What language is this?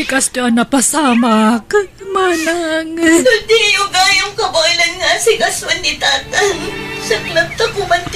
Iloko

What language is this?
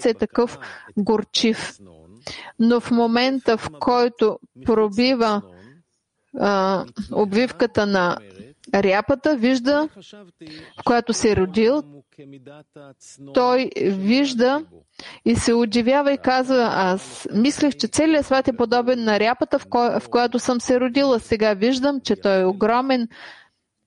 Bulgarian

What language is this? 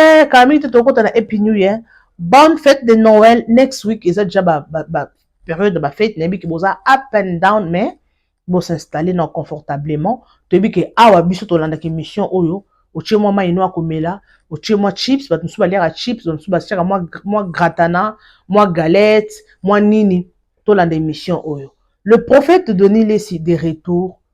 Lingala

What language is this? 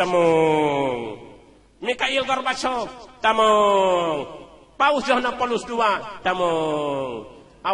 Achinese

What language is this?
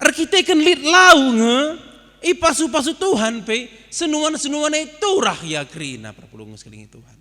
Batak Karo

